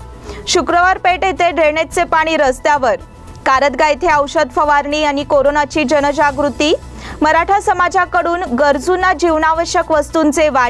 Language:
Marathi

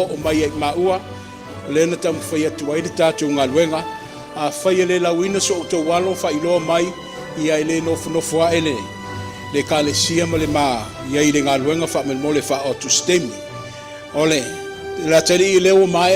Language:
Samoan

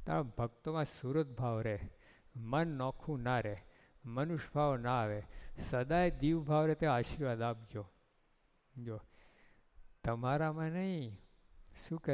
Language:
Gujarati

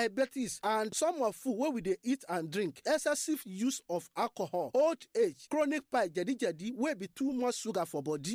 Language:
Nigerian Pidgin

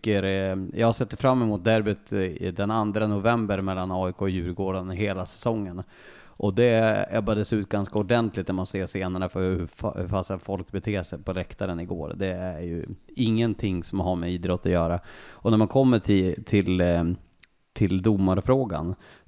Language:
Swedish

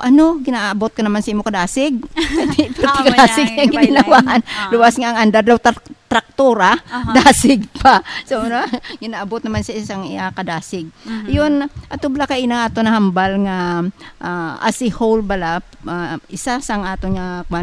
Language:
Hiligaynon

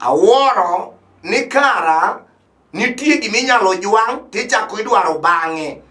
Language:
Luo (Kenya and Tanzania)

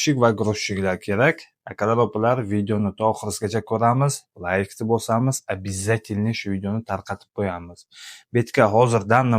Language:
Uzbek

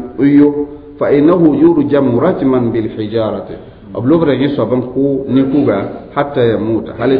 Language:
Mossi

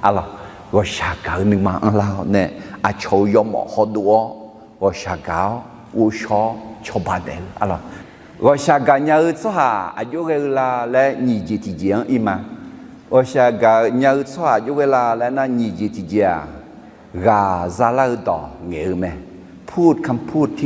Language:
Akha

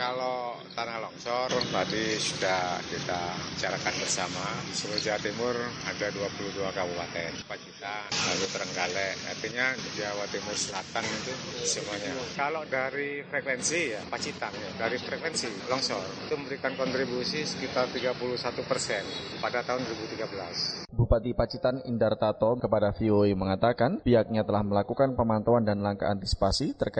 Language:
Indonesian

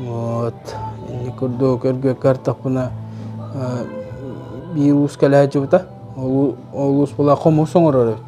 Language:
Yakut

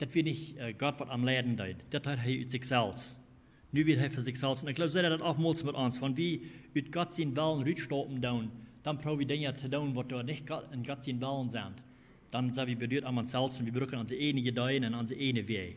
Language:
Plautdietsch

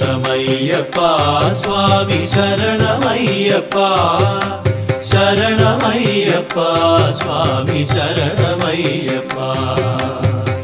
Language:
Malayalam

